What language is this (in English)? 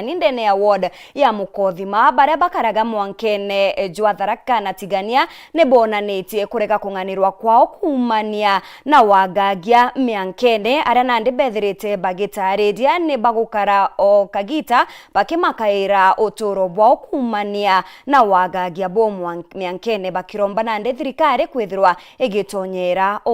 Meru